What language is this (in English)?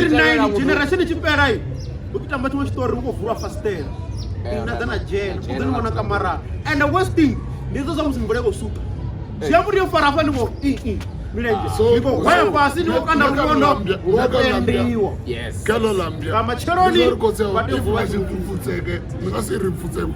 Venda